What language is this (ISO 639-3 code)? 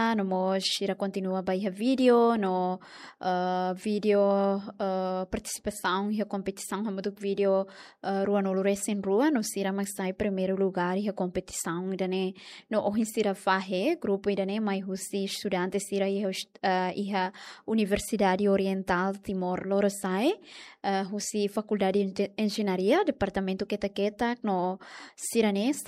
tet